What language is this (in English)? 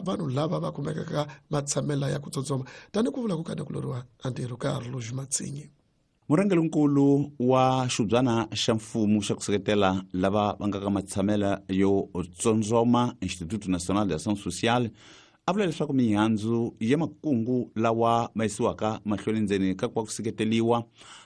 Tsonga